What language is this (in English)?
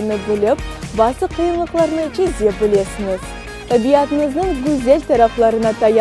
Crimean Tatar